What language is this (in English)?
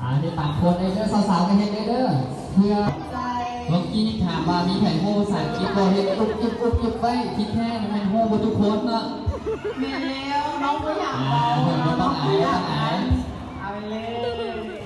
Lao